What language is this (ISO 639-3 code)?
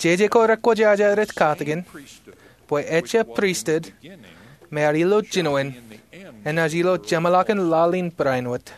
mah